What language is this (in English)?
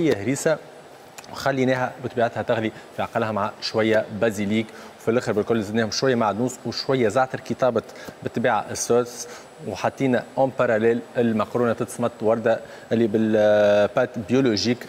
Tunisian Arabic